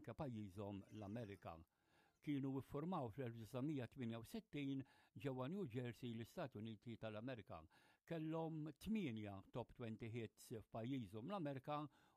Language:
Maltese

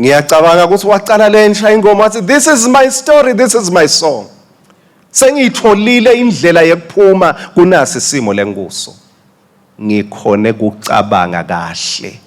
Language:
Swati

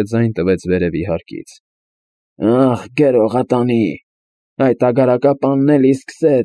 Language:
Armenian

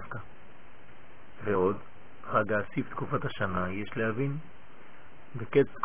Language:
Hebrew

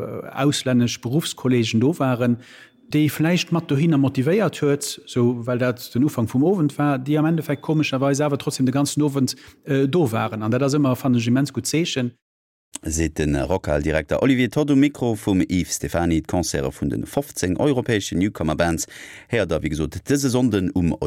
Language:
Luxembourgish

